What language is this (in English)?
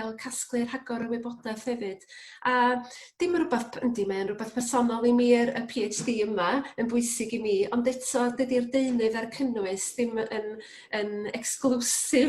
Welsh